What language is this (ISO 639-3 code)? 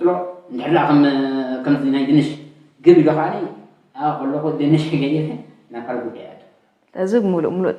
tir